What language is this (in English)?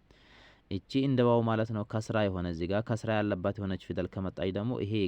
Amharic